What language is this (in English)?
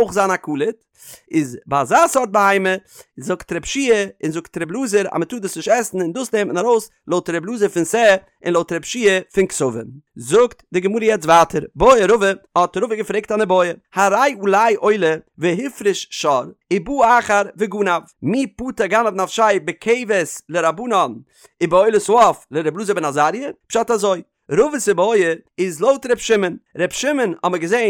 Yiddish